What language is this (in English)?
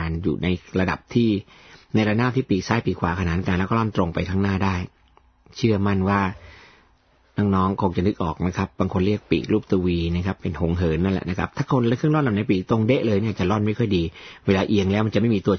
Thai